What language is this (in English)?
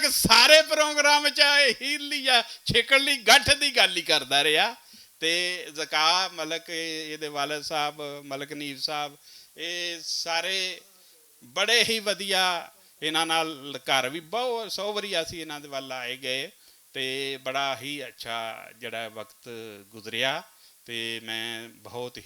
Western Panjabi